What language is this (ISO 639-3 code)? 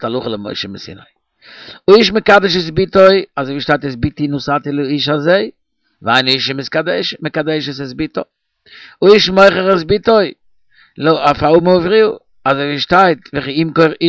yid